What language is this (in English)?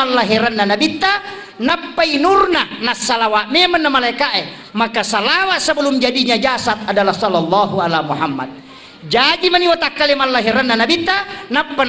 Buginese